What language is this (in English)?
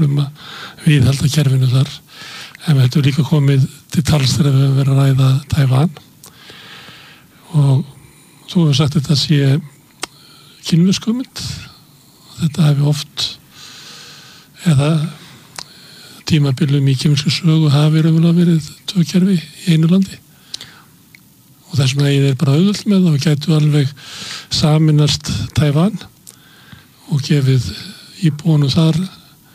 Icelandic